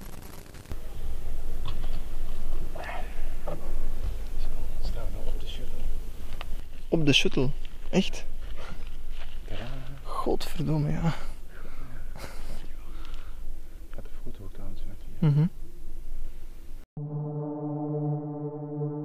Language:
Dutch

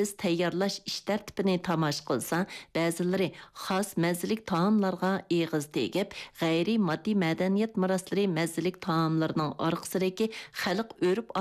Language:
Uyghur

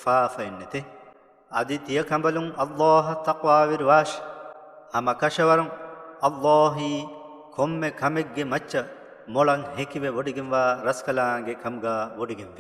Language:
Divehi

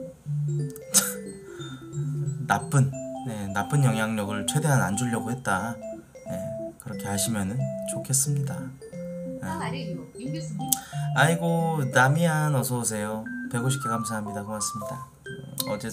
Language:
Korean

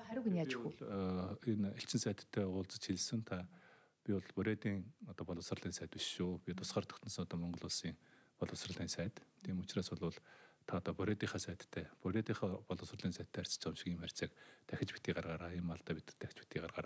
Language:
Mongolian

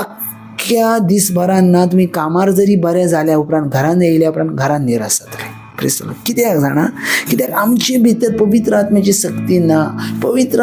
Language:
Konkani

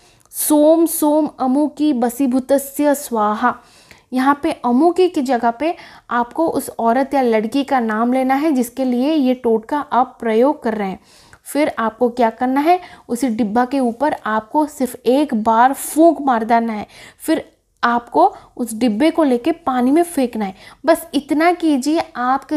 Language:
Hindi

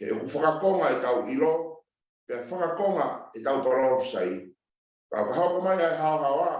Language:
Tongan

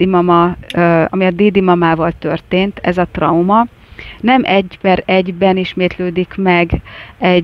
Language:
Hungarian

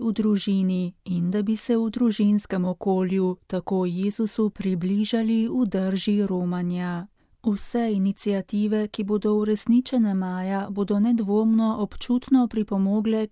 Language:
Slovenian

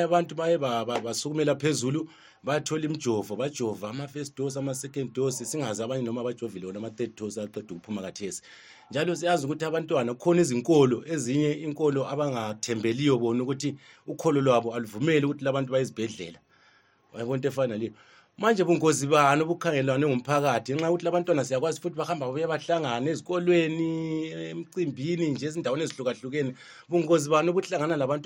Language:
North Ndebele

